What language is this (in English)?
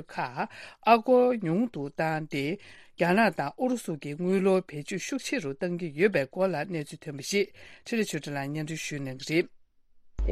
Tibetan